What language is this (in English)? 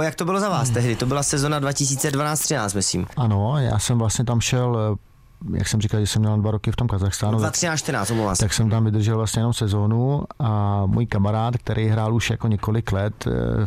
Czech